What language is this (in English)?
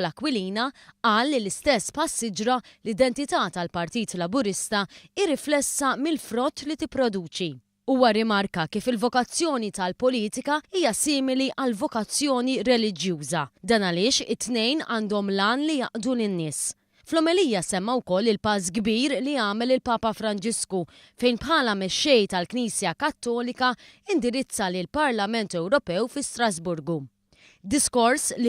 Maltese